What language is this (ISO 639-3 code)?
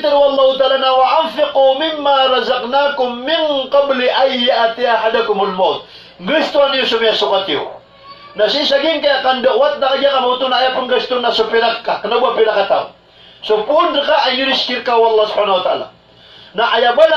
mrw